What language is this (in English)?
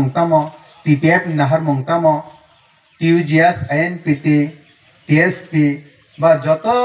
Kok Borok